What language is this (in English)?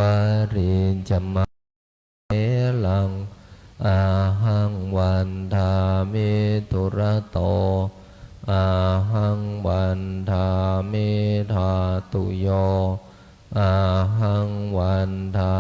Pali